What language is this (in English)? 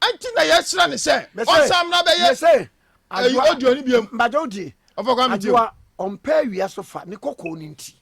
Akan